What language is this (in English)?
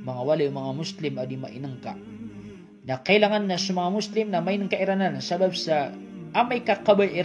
Maranao